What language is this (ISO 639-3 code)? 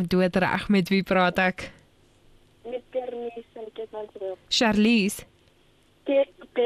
afr